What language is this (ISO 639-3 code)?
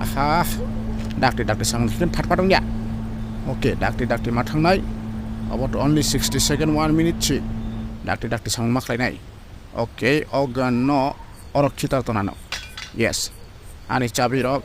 trp